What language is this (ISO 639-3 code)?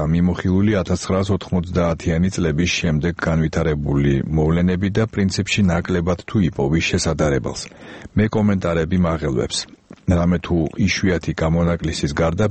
kat